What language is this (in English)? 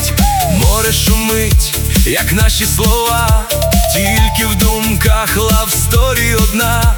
Ukrainian